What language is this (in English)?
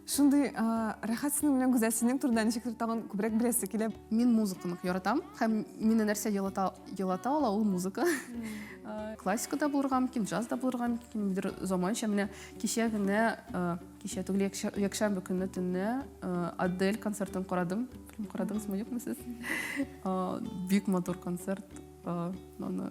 Tatar